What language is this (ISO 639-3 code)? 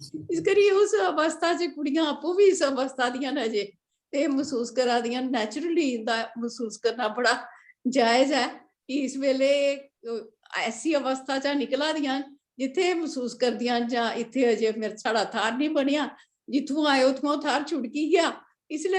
doi